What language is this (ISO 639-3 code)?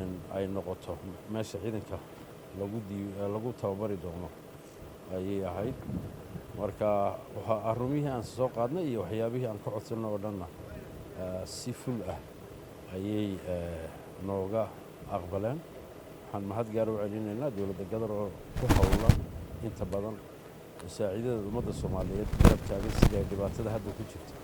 som